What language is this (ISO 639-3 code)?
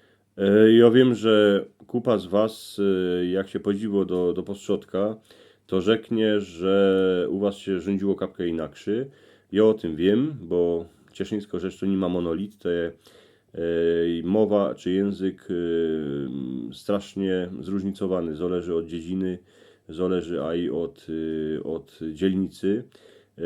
szl